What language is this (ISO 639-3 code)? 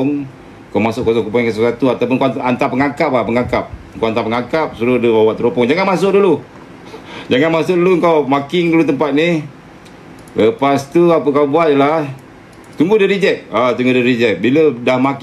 msa